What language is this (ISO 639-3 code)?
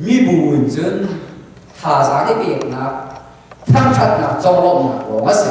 cnh